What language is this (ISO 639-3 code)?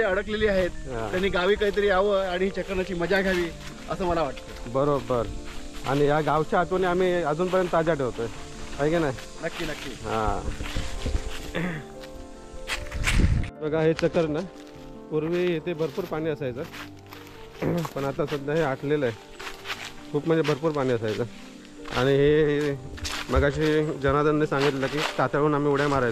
mar